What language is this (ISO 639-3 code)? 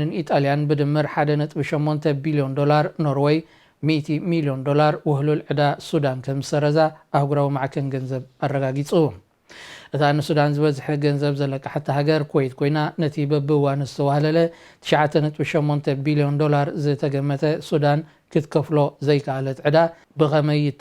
tir